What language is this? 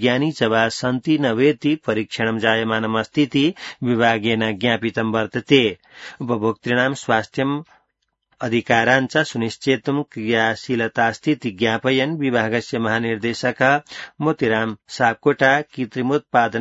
Sanskrit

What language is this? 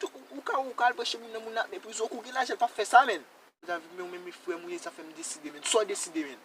Haitian Creole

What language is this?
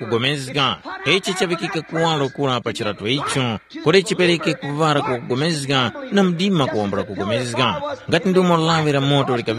Tumbuka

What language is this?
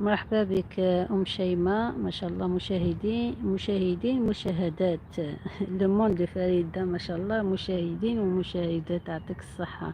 Algerian Arabic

